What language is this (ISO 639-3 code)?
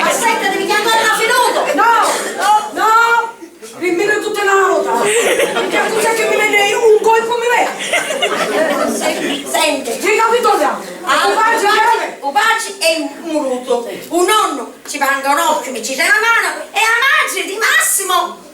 scn